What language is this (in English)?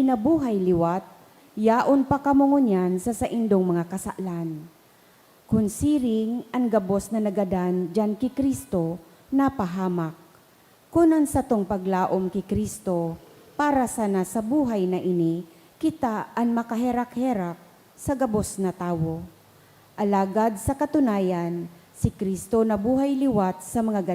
Bikol